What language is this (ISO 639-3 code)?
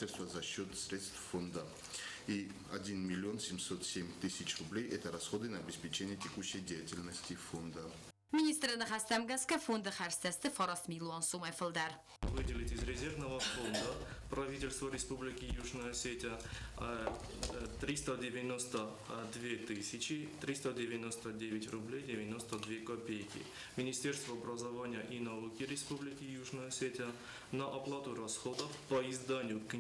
oss